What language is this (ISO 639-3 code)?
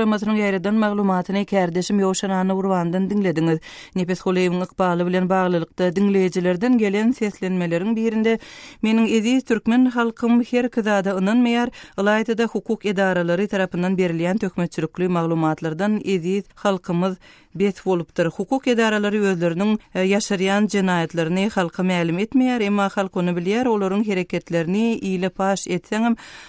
tuk